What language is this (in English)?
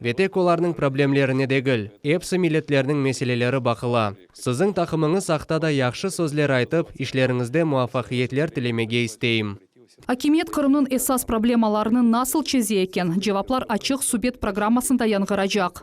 Crimean Tatar